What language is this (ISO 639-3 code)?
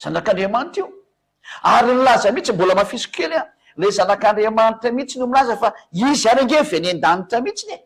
mlg